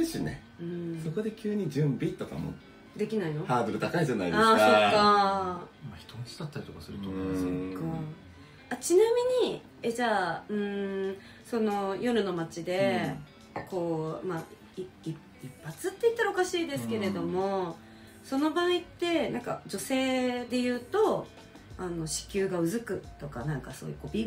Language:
Japanese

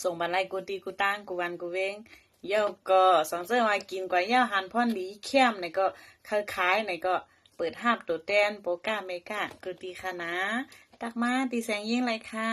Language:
Shan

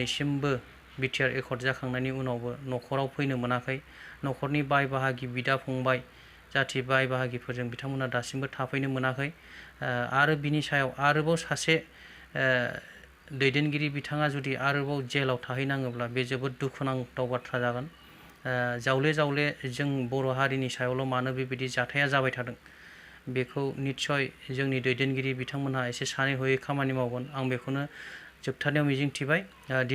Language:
Bodo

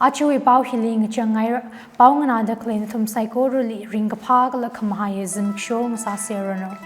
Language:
Tangkhul Naga (India)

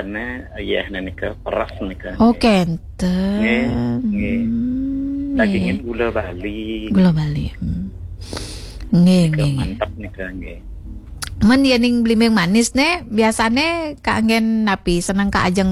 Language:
Balinese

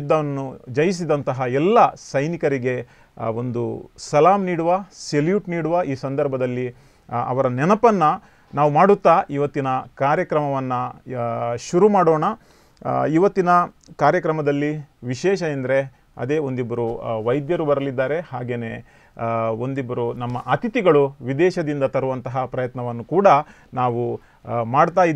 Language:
Kannada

